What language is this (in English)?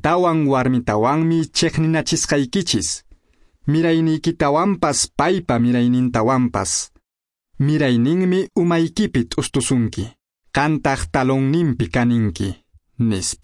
Quechua